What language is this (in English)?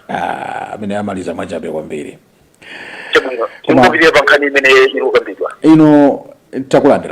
Nyanja